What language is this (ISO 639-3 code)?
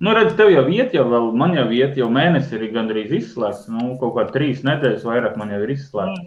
lav